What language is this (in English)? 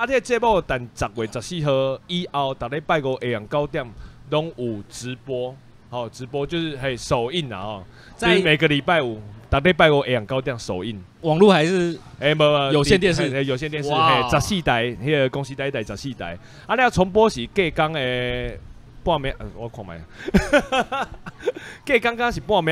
Chinese